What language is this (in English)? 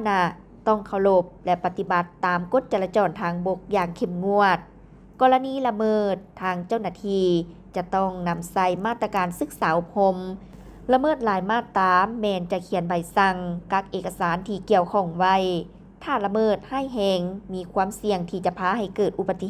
Lao